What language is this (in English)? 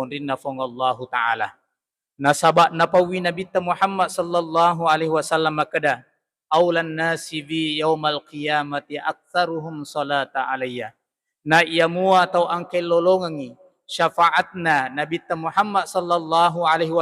Buginese